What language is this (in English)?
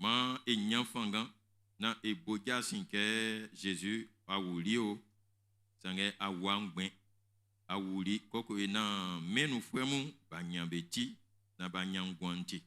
Baoulé